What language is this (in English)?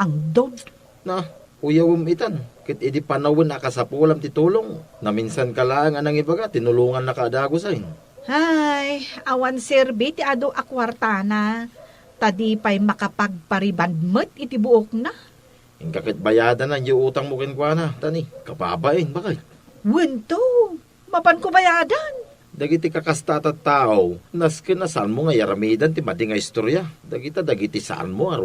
Iloko